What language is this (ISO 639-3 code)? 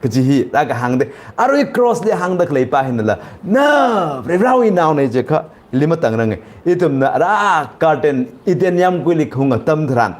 nmf